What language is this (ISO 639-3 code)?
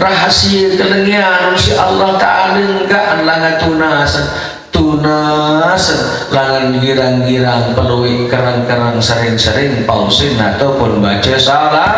sas